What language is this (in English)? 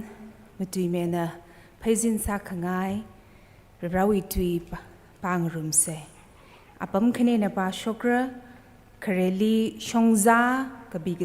Tangkhul Naga (India)